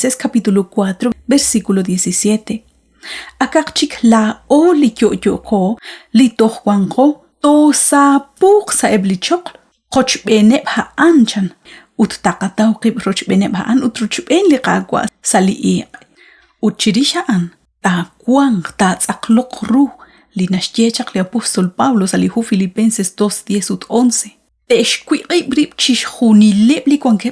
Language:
Kekchí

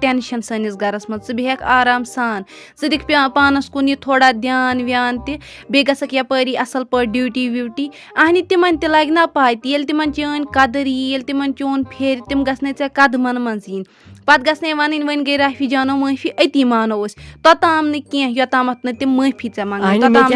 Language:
Kashmiri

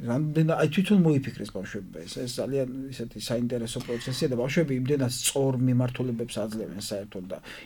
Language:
Georgian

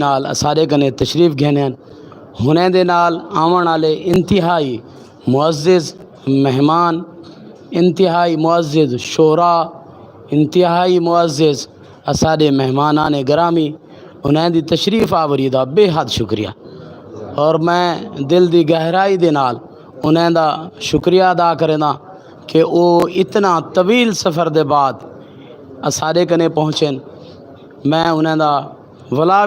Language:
Saraiki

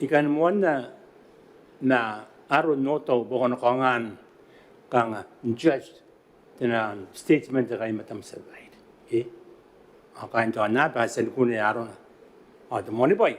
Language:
Gilbertese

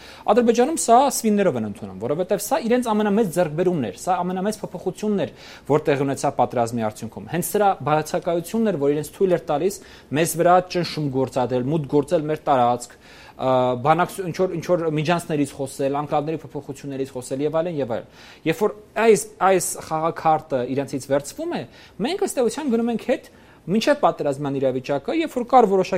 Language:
Armenian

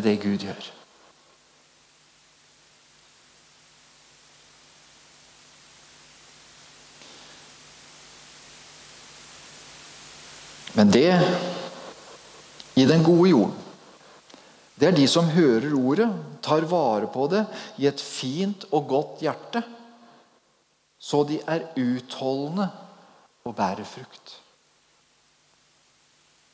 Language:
Norwegian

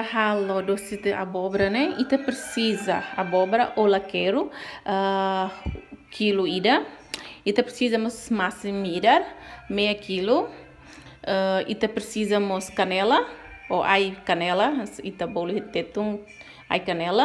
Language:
Tetum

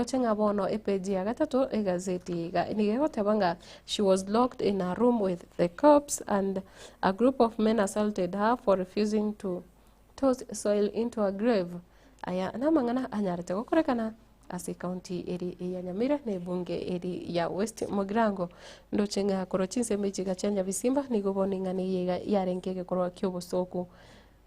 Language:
Gusii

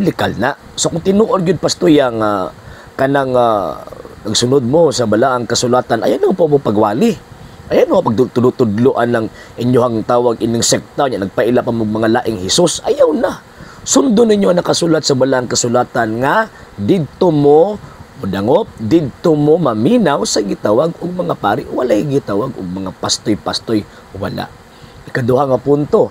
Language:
Cebuano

